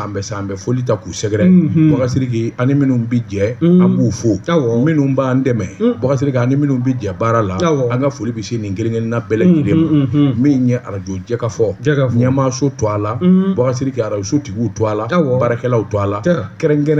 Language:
Bambara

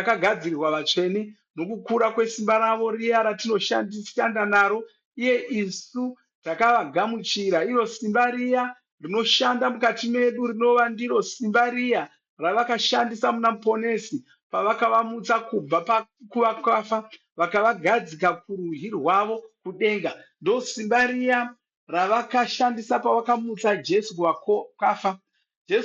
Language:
Shona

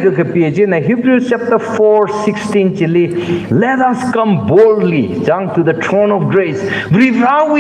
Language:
Tangkhul Naga (India)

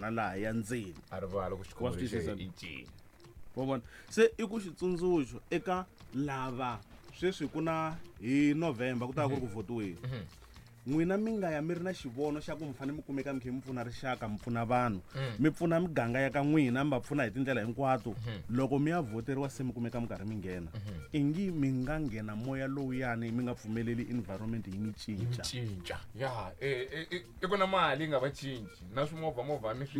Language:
Tsonga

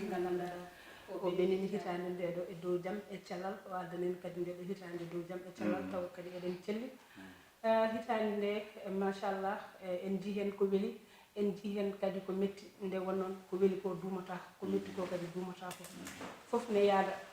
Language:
Fula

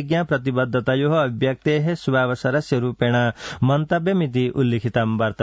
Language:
Sanskrit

